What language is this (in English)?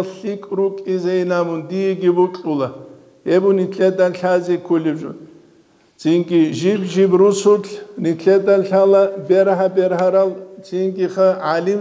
Avaric